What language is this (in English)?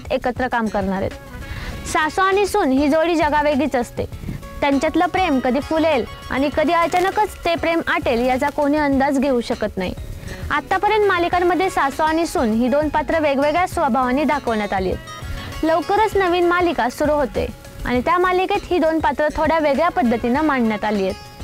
Marathi